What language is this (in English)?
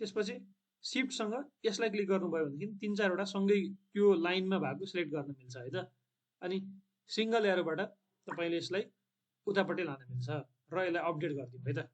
Nepali